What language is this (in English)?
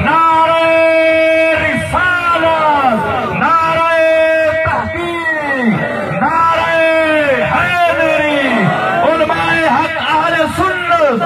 Saraiki